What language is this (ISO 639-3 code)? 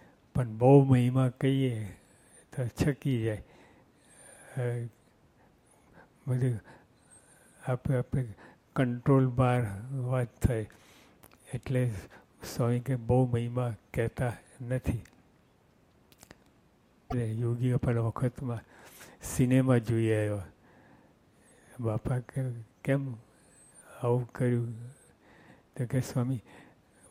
guj